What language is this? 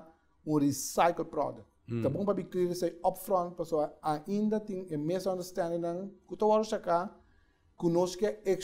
Papiamento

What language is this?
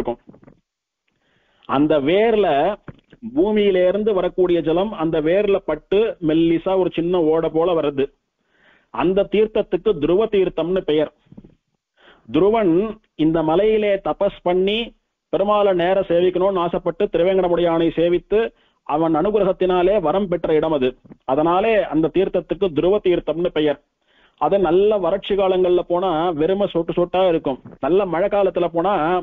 Tamil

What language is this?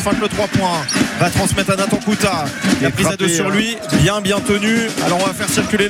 French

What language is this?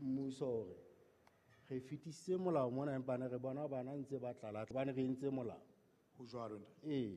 Southern Sotho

